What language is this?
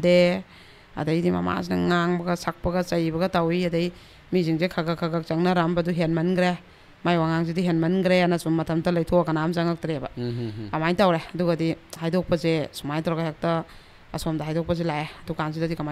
Manipuri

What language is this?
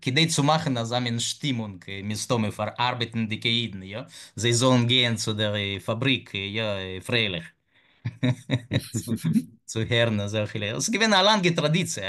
Yiddish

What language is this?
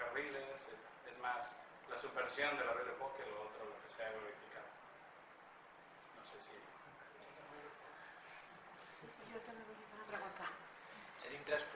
Catalan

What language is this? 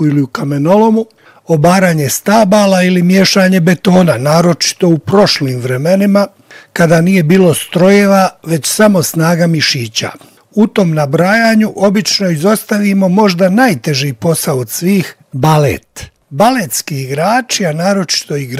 Bosnian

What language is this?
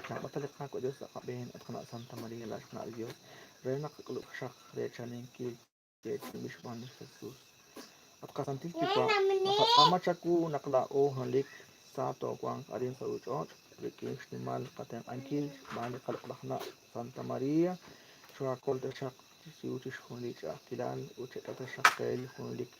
Kekchí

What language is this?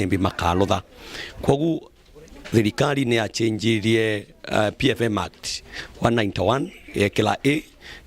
Meru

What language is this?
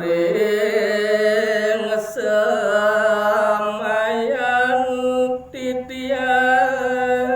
Balinese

